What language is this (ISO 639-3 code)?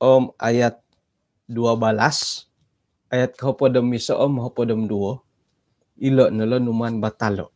dtp